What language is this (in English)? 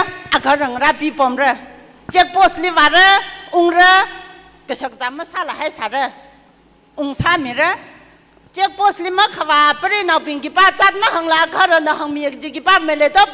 Tangkhul Naga (India)